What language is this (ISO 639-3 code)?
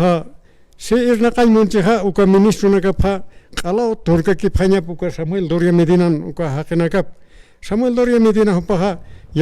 aym